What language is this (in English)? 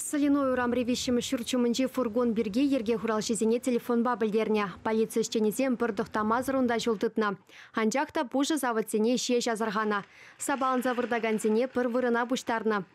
Chuvash